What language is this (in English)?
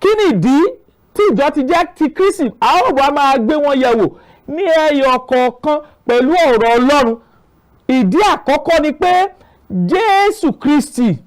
Yoruba